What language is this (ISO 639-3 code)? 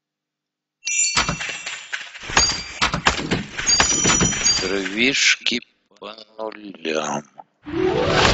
rus